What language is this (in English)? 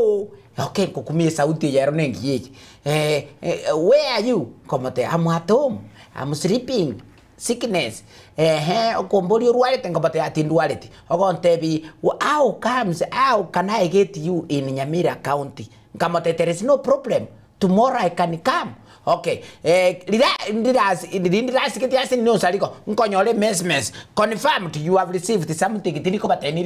Gusii